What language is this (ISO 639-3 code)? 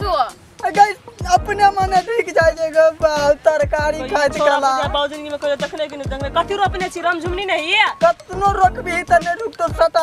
mai